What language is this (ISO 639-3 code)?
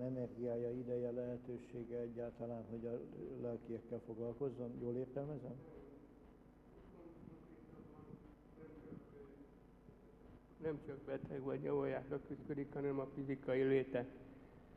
hun